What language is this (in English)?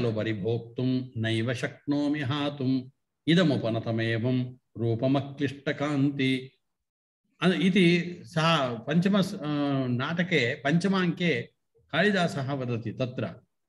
Sanskrit